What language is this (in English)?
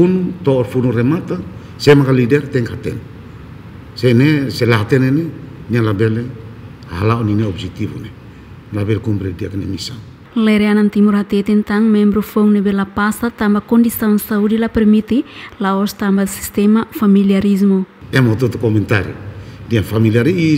Tetum